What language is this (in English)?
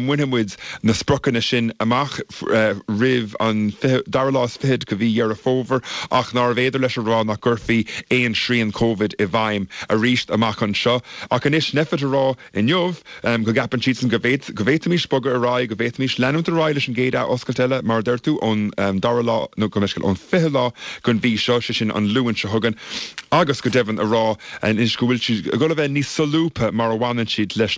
Irish